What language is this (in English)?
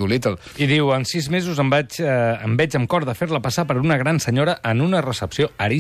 Catalan